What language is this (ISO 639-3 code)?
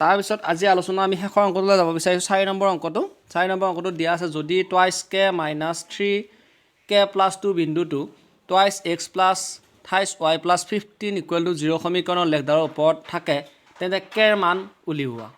asm